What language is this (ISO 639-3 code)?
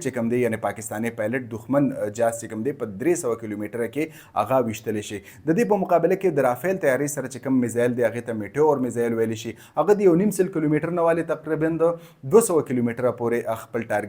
pus